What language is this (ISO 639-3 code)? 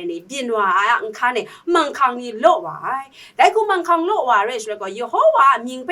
kac